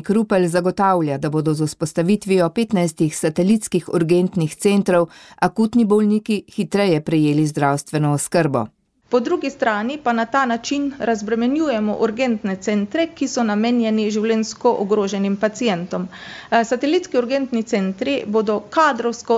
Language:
Slovenian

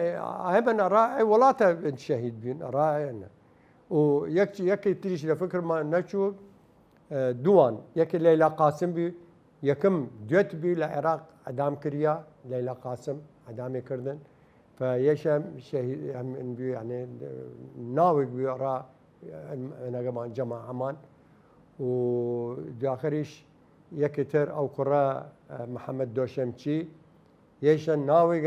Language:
Southern Kurdish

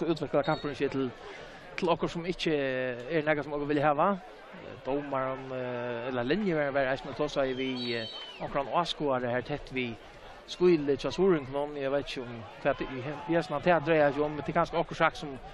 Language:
Faroese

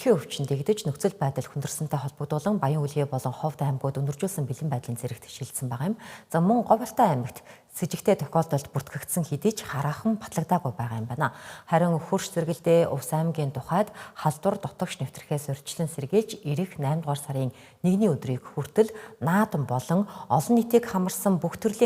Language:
Mongolian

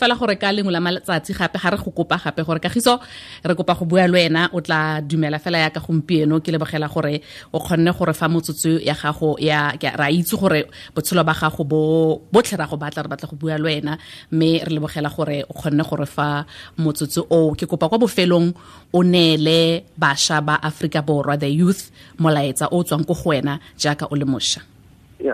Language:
Tswana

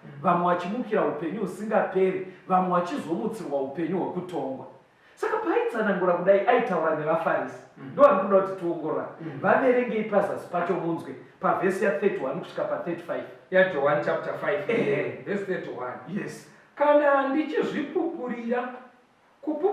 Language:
Shona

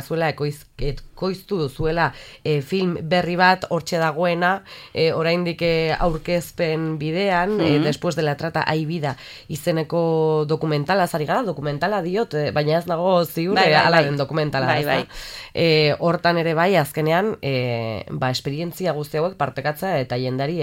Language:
Basque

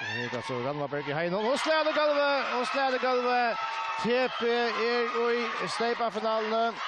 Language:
Faroese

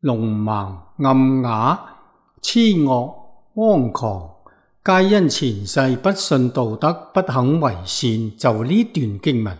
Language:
Cantonese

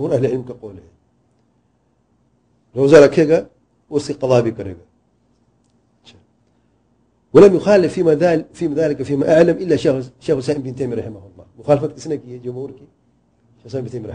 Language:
Urdu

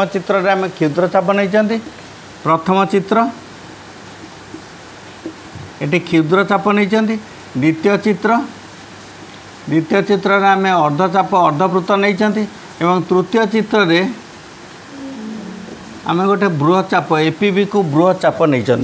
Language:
Odia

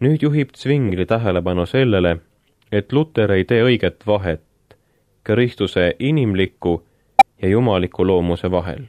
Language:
Estonian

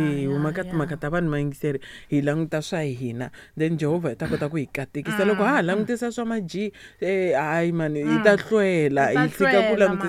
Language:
Tsonga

